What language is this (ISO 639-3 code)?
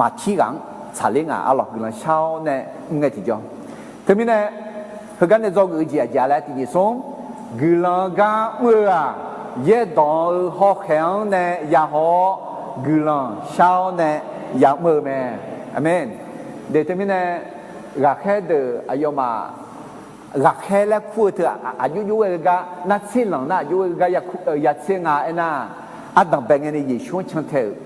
ahk